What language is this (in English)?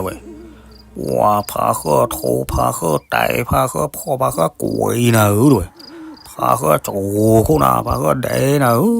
S'gaw Karen